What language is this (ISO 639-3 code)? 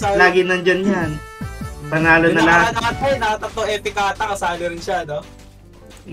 fil